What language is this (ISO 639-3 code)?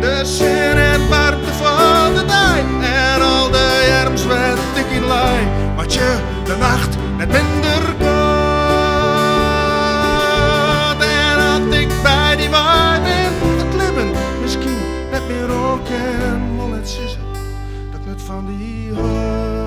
fry